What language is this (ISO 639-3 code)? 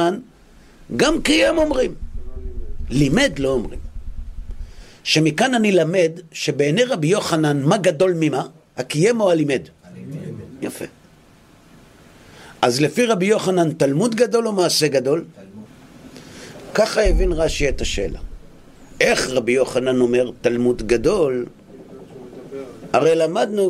heb